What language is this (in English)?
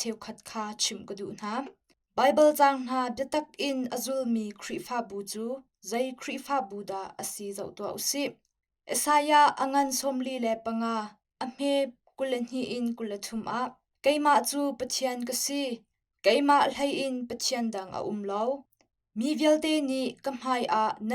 Hakha Chin